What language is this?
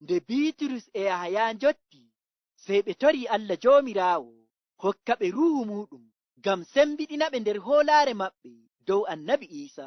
Fula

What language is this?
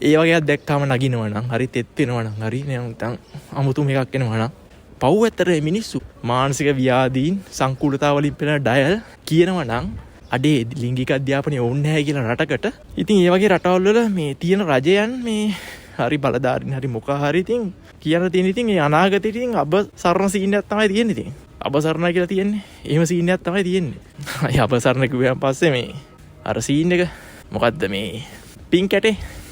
Sinhala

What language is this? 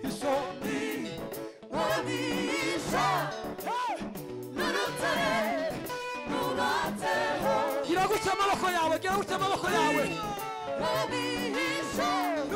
Kinyarwanda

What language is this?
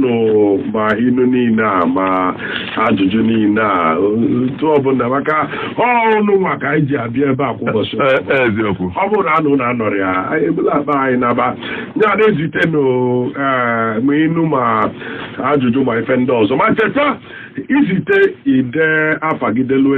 Igbo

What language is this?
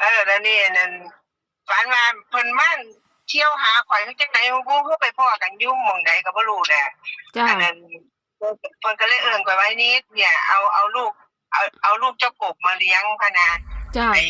Northeastern Thai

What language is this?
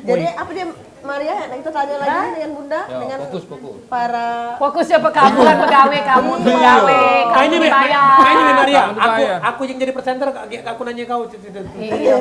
Musi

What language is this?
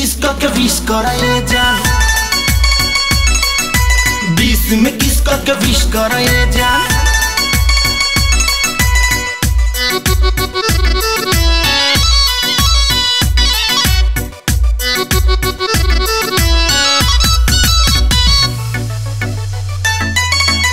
Bhojpuri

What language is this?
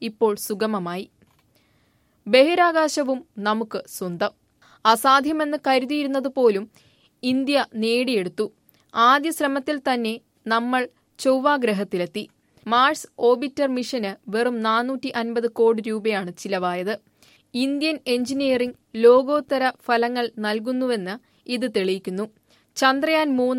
Malayalam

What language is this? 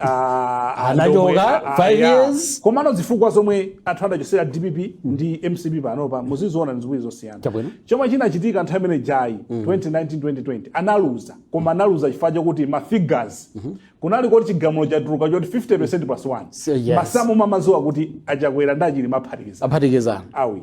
Nyanja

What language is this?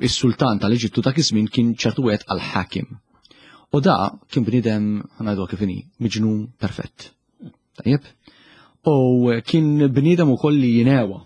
Maltese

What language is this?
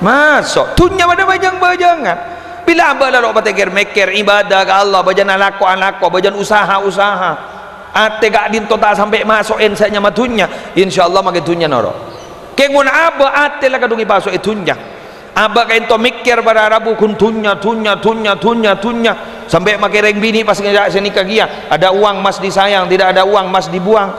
Madurese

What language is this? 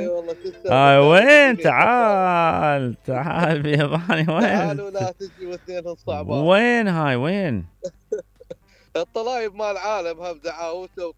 Mesopotamian Arabic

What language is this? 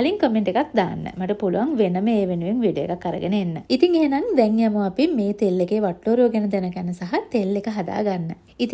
Sinhala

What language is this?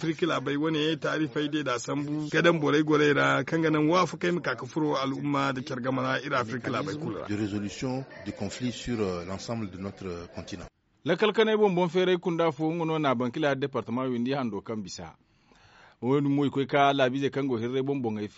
Zarma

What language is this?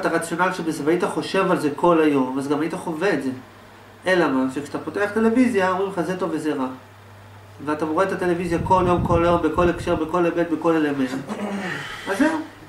Hebrew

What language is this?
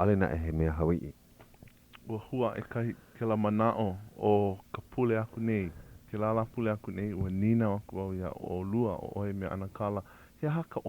Hawaiian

